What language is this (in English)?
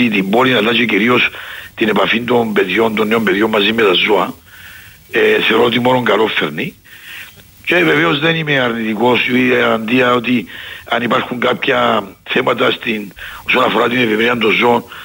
Greek